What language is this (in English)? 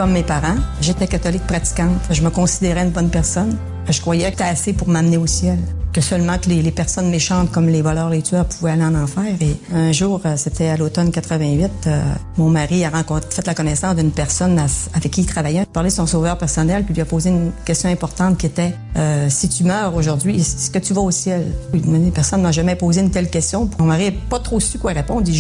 French